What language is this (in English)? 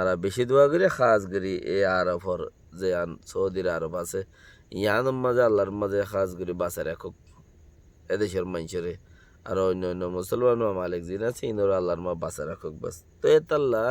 Rohingya